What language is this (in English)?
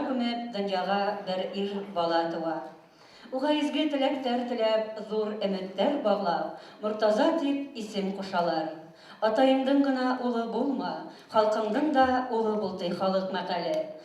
Bashkir